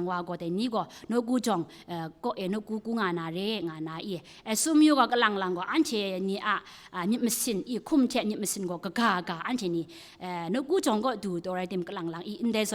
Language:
Kachin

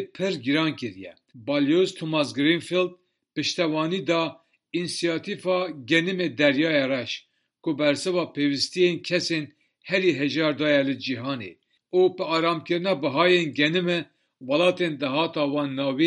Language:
Kurdish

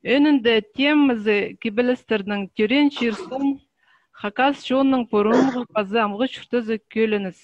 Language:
Khakas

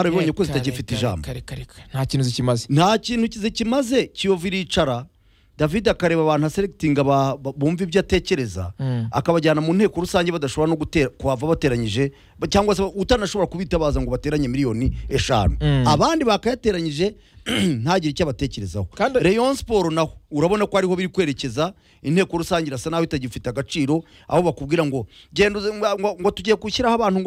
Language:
Kinyarwanda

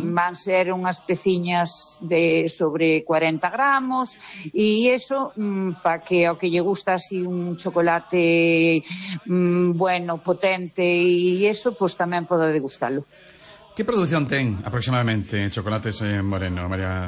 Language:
Galician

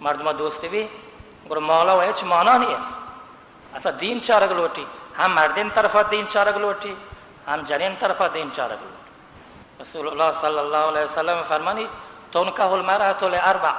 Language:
Baluchi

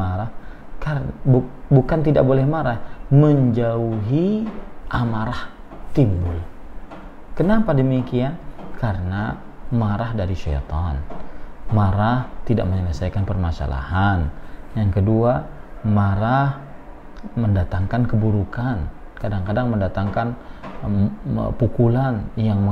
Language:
Indonesian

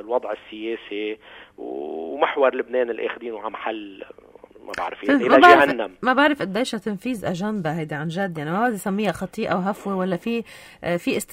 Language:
North Levantine Arabic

